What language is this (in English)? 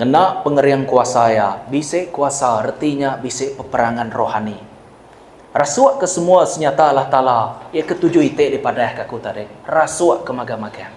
Iban